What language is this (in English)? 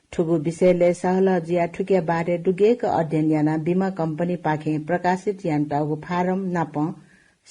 Newari